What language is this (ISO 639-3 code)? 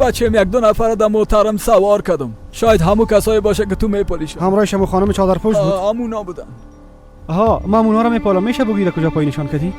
fas